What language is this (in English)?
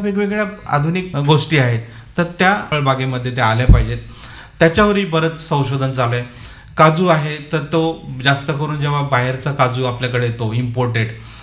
Marathi